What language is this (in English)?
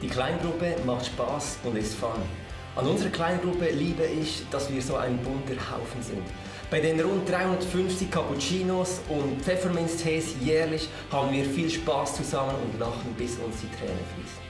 Swiss German